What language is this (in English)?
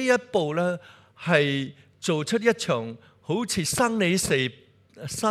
Cantonese